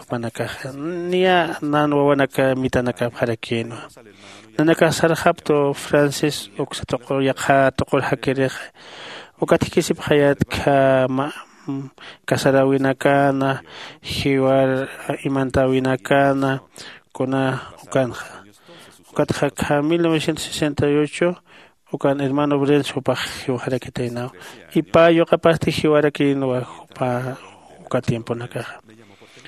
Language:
Aymara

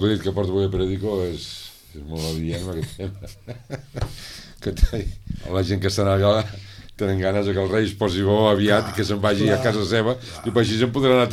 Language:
Catalan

